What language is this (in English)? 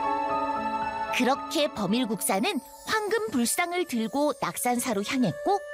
Korean